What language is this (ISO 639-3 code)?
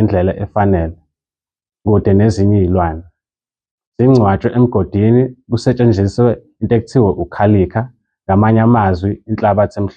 zul